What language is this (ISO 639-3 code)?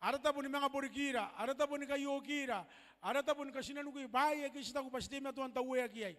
gil